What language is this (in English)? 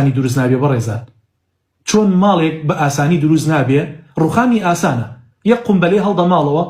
Central Kurdish